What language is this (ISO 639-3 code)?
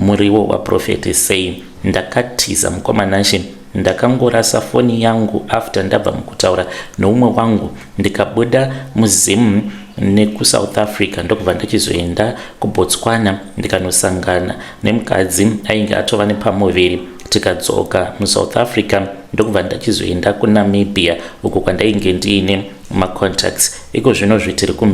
sna